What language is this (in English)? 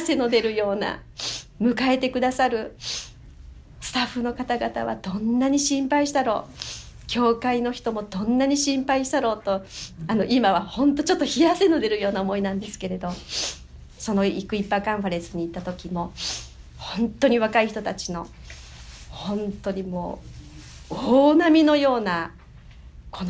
Japanese